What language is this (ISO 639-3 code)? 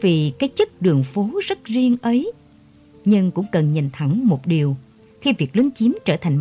vie